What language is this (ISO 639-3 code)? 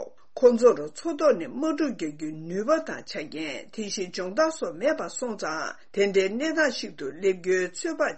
bod